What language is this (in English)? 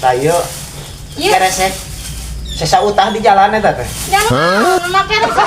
Sundanese